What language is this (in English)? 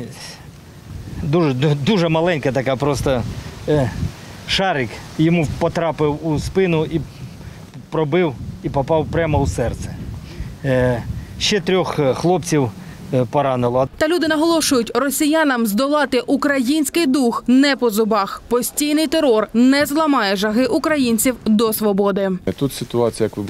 Ukrainian